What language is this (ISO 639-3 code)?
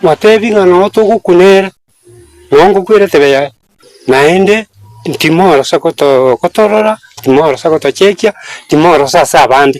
guz